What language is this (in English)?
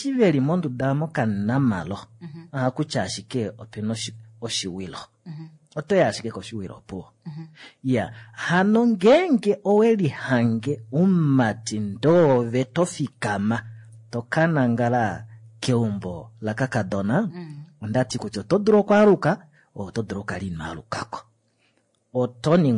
Kuanyama